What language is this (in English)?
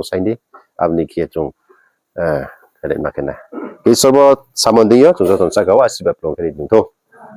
Riang (India)